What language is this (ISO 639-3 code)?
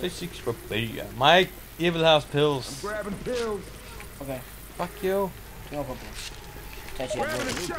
fao